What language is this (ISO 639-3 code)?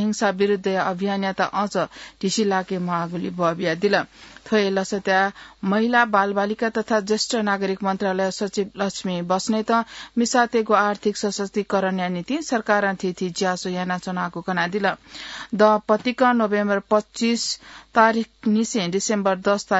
new